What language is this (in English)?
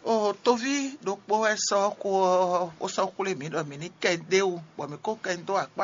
Fon